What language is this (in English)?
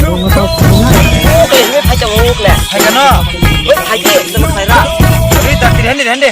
Kok Borok